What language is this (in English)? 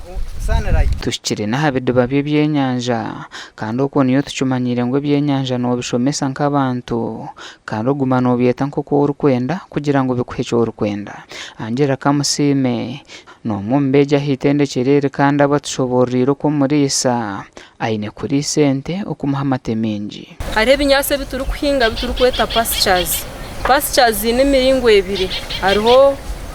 Nyankole